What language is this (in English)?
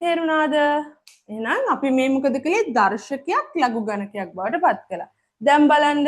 Sinhala